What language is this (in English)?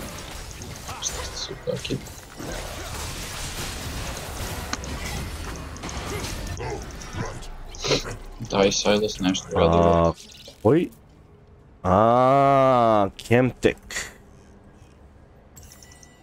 Croatian